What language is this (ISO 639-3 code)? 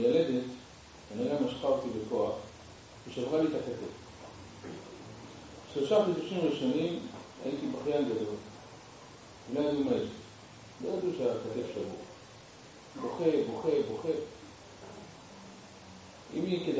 heb